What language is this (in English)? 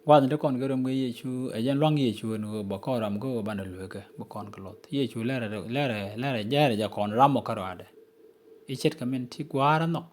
Nuer